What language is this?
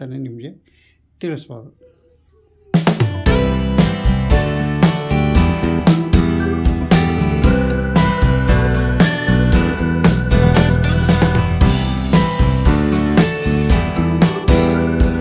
Kannada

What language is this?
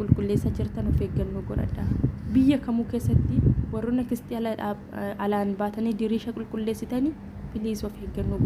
Oromo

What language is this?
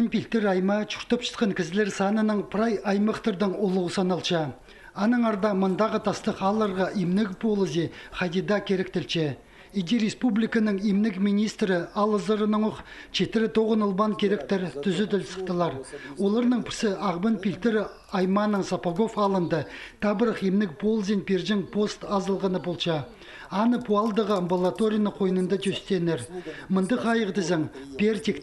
Khakas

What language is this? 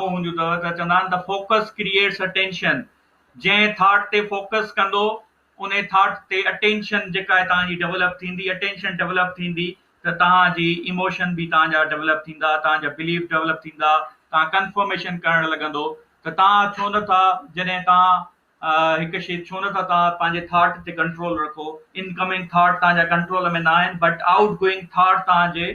Sindhi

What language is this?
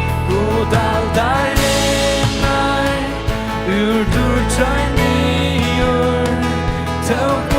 Faroese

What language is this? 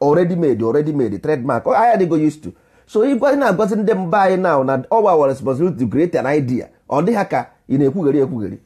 Igbo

